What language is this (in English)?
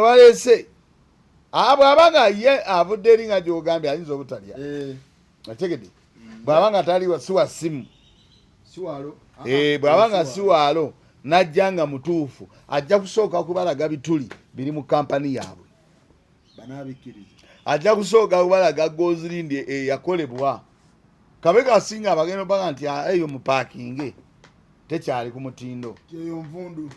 Ganda